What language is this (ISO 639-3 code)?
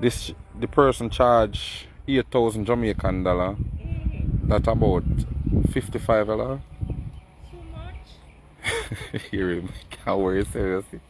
jam